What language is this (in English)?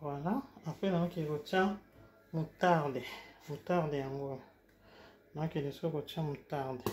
Lingala